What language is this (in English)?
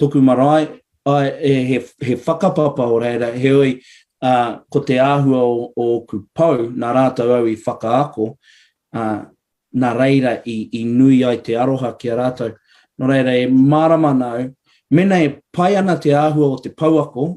Māori